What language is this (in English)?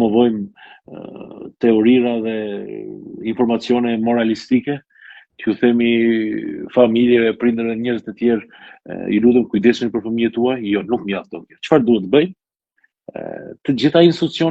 Albanian